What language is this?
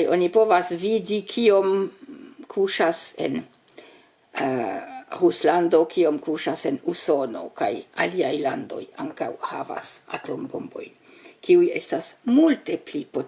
Esperanto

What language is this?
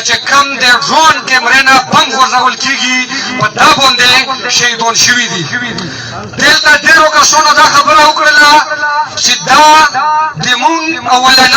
Pashto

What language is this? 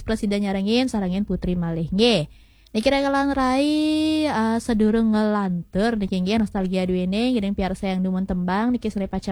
Balinese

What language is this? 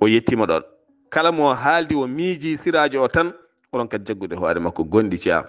Fula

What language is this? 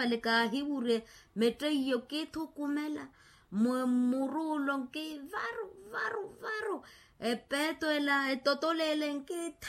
Makhuwa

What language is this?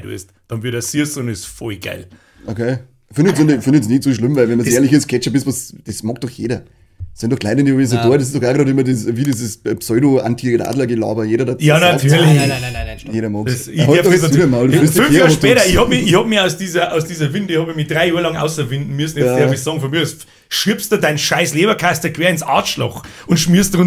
Bavarian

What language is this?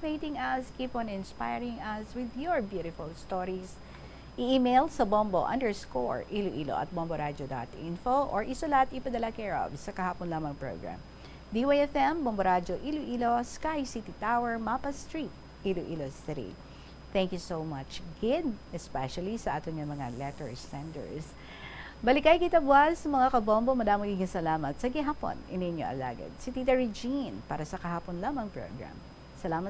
Hiligaynon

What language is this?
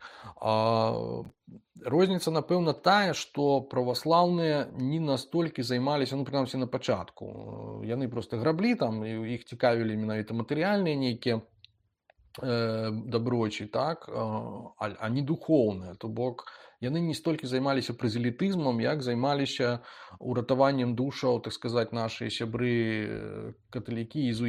Belarusian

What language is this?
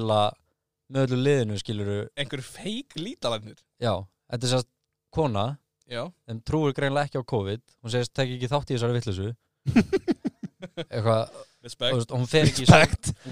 Icelandic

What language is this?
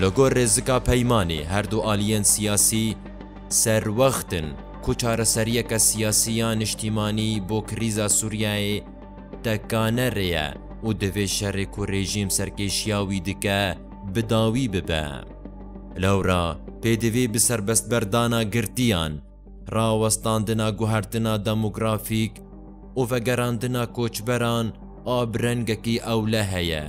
Kurdish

